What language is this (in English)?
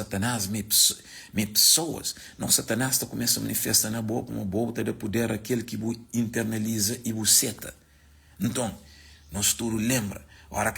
Kabuverdianu